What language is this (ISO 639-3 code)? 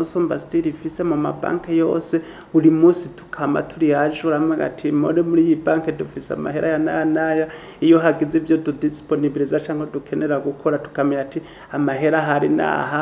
run